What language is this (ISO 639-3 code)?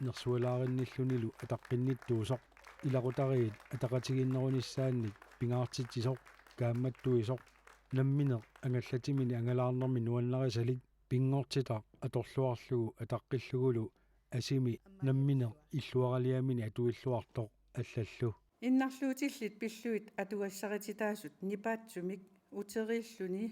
kal